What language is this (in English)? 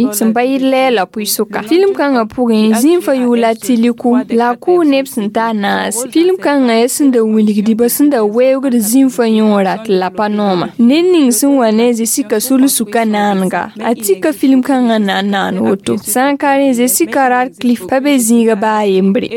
Mossi